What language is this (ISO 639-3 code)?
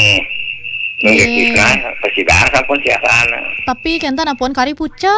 ban